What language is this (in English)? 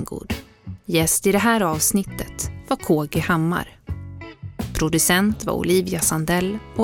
Swedish